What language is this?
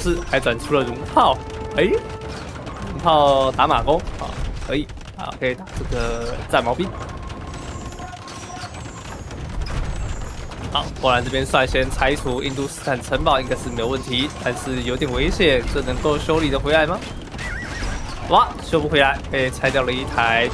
Chinese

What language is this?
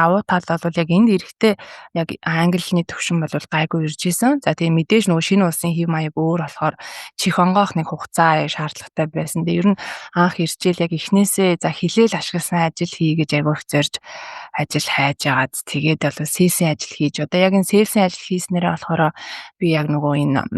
Mongolian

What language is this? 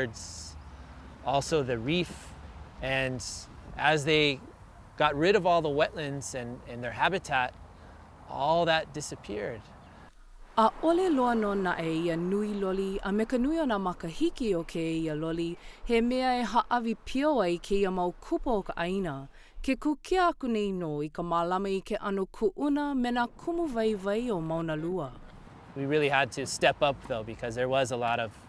Hawaiian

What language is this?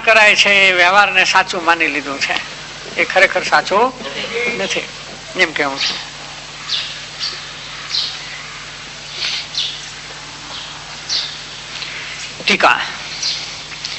Gujarati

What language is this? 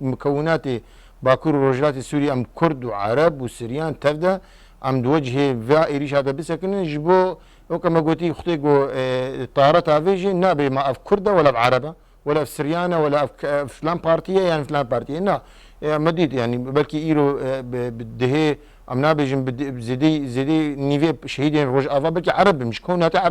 Kurdish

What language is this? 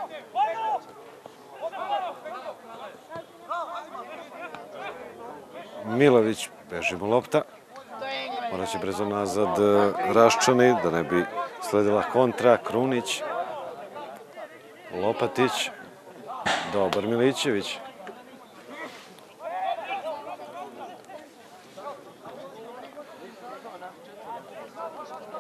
Serbian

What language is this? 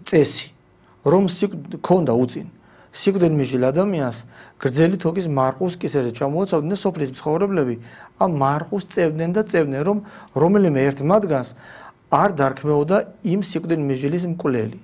Georgian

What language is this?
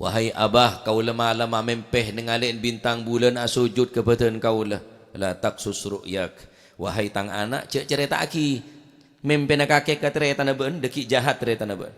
Madurese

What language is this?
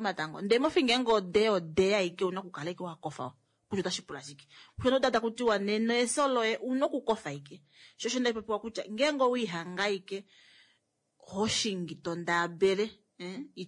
Kuanyama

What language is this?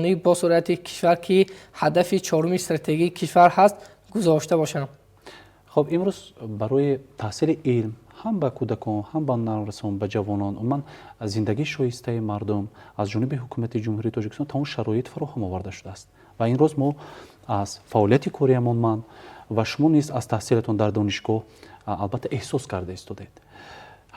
Tajik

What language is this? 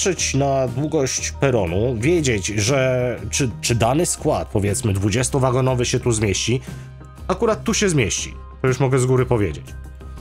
Polish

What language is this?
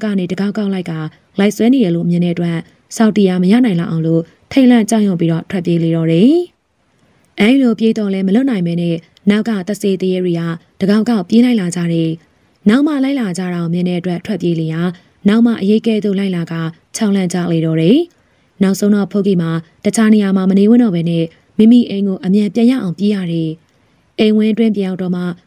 Burmese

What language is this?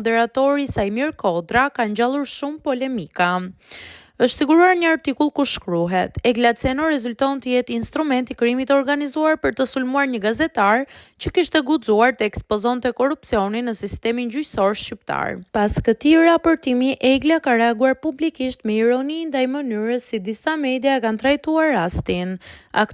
Albanian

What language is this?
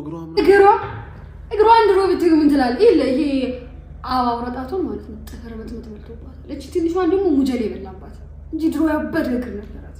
Amharic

